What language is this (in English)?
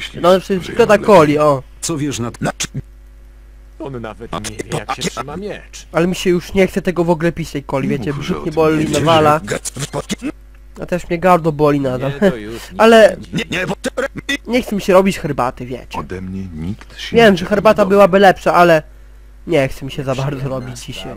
Polish